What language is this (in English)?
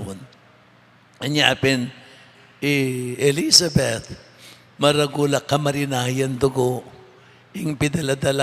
Pampanga